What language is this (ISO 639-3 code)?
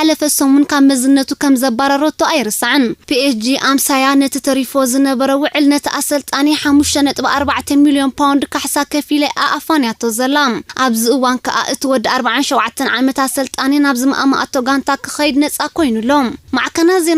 tir